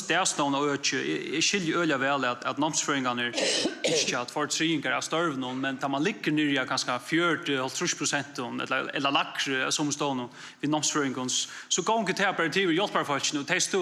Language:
Faroese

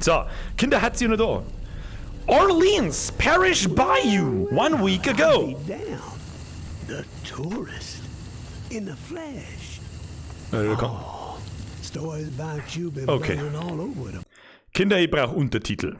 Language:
Bavarian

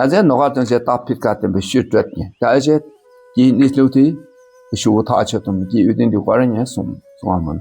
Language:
Dakpakha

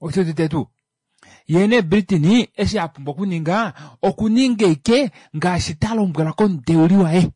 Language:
Kuanyama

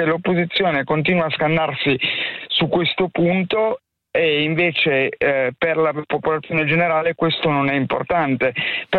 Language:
Italian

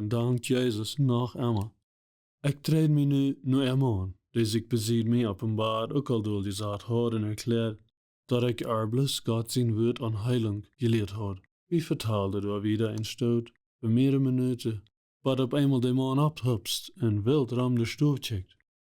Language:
Plautdietsch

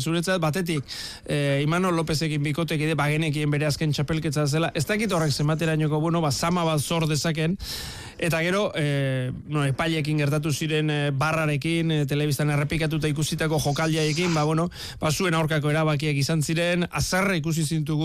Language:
Basque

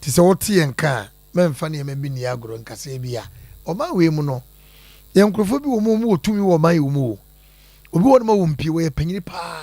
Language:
Akan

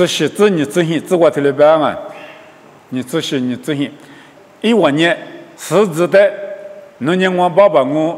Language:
Lisu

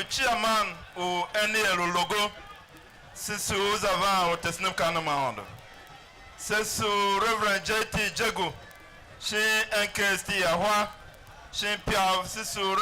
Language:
Tiv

